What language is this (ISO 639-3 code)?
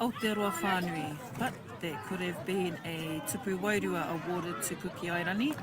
mri